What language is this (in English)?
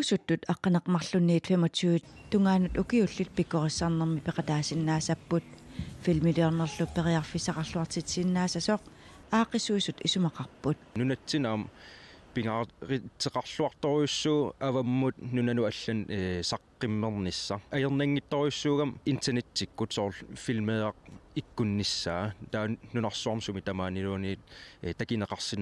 Kalaallisut